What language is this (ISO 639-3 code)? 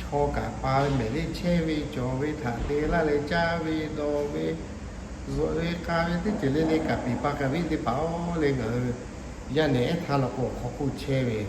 lhu